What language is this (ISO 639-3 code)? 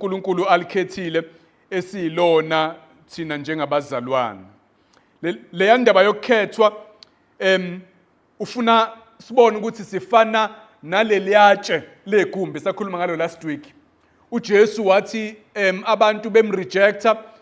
zul